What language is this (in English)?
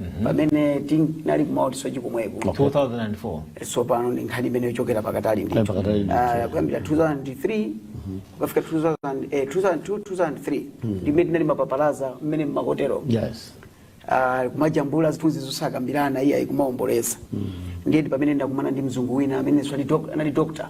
Nyanja